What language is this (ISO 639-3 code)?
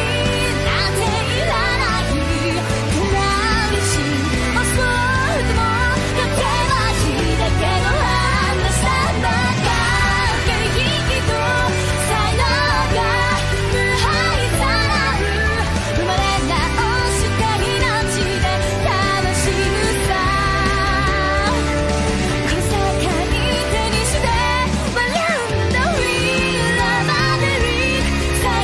jpn